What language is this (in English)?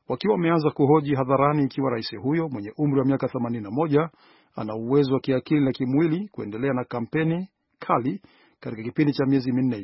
Swahili